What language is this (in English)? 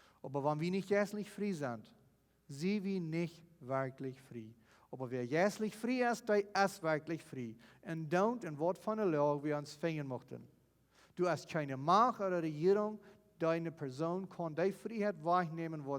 Plautdietsch